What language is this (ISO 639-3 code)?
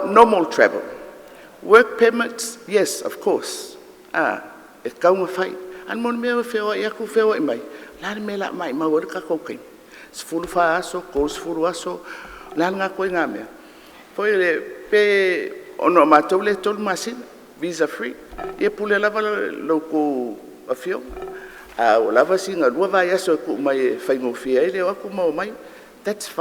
smo